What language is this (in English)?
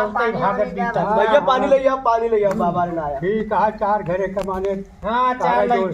Awadhi